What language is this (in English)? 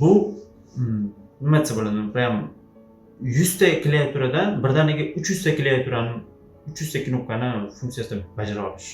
Uzbek